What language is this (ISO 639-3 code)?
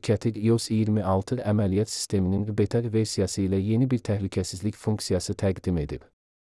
aze